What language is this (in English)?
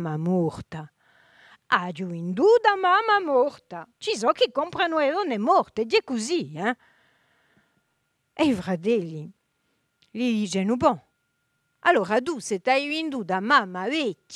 Corsican